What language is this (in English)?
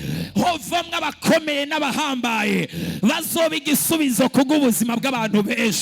Rundi